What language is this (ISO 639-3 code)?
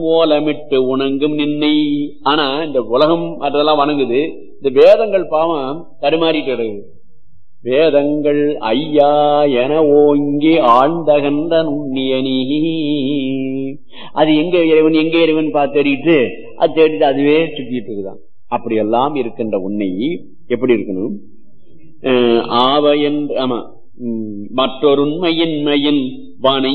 tam